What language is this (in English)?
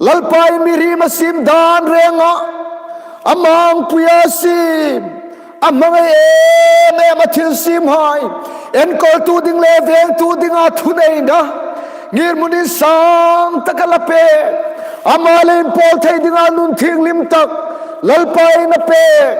Hmar